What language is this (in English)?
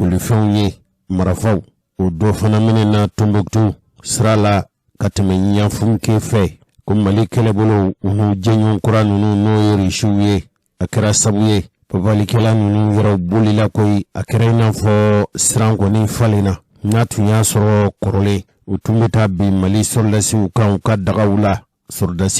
Bambara